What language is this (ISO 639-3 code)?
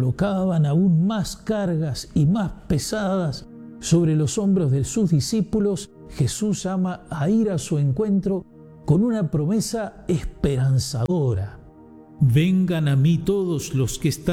spa